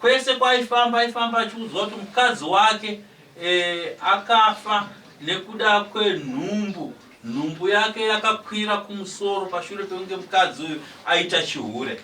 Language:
Shona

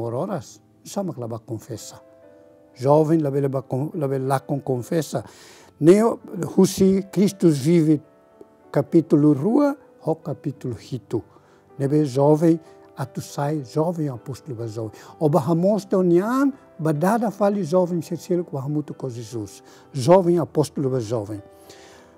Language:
Tetum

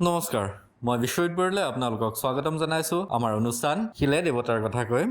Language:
Assamese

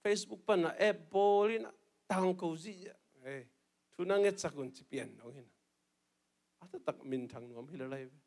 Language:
Tedim Chin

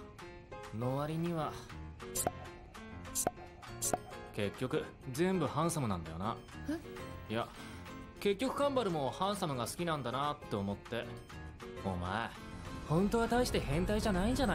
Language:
Japanese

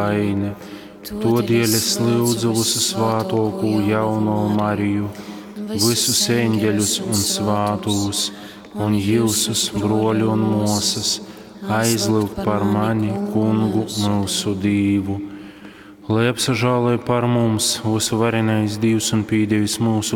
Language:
Latgalian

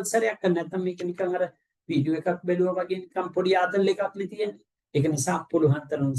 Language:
Sinhala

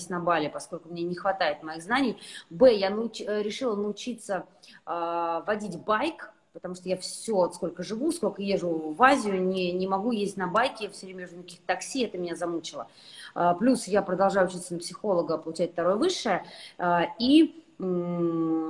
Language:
Russian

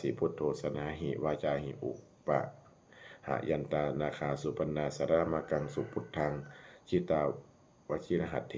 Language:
Pali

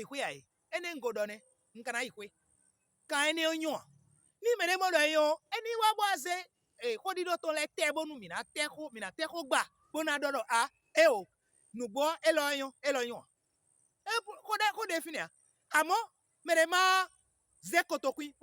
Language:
Fon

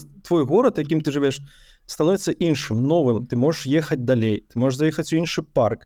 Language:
Belarusian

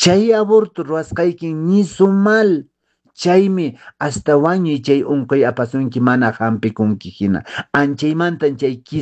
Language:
Quechua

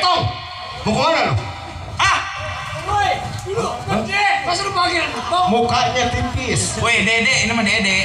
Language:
Betawi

